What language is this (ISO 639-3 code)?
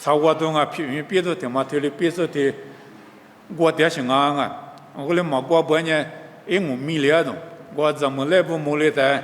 lis